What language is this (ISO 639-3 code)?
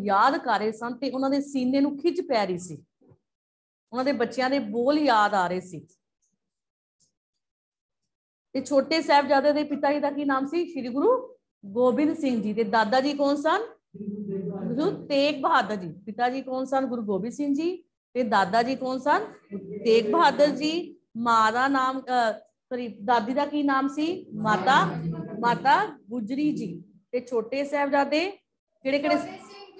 pan